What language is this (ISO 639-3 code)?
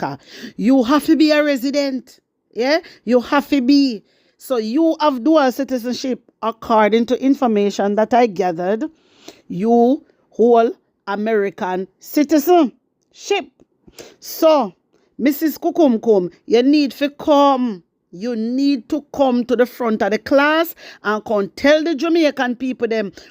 jam